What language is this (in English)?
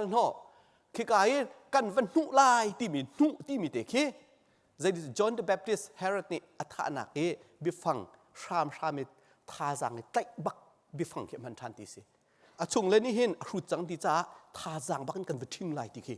Hakha Chin